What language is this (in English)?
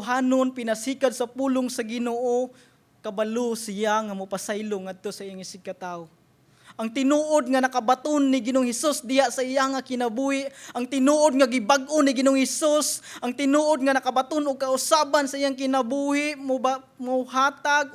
Cebuano